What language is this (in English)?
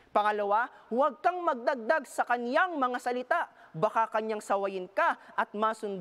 Filipino